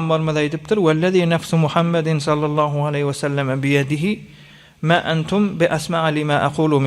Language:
Turkmen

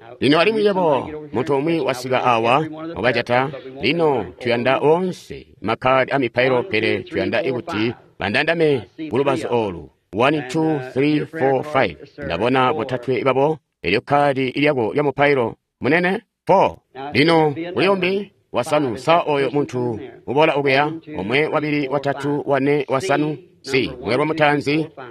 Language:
Tonga (Zambia)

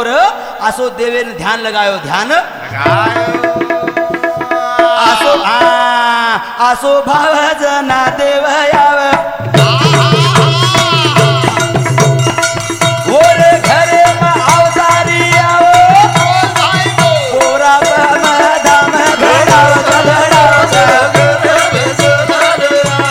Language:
Lambadi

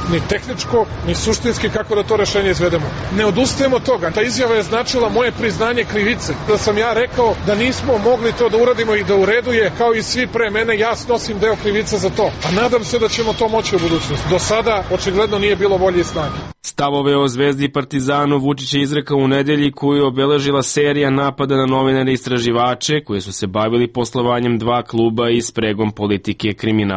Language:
Serbian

